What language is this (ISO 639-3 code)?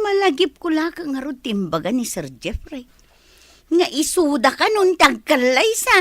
ilo